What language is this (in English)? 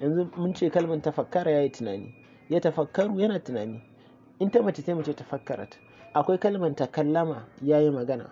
Hausa